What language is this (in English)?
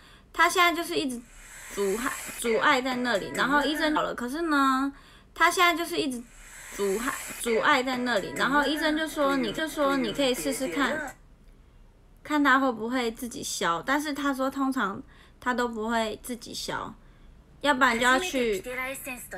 Chinese